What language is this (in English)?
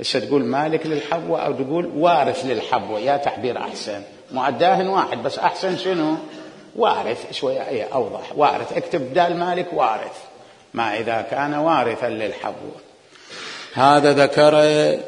Mesopotamian Arabic